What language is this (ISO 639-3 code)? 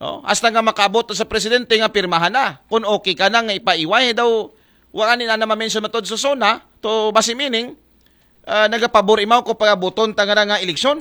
akl